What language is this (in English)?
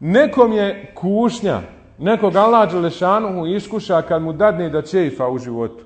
Bosnian